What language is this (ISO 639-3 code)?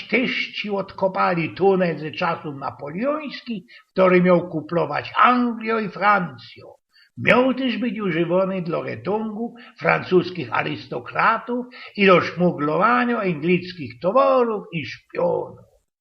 szl